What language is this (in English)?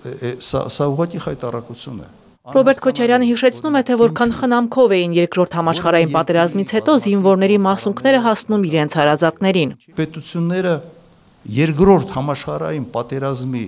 Armenian